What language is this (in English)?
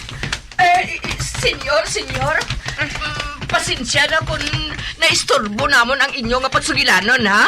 Hiligaynon